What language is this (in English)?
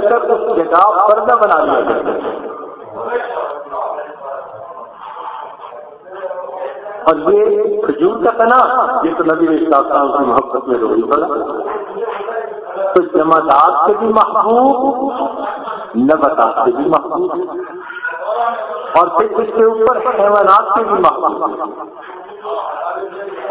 Urdu